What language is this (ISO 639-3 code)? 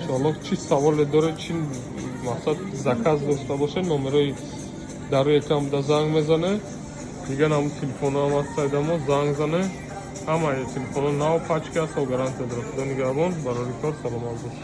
tgk